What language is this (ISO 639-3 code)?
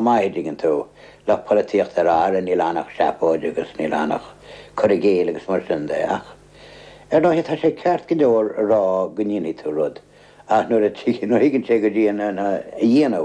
gle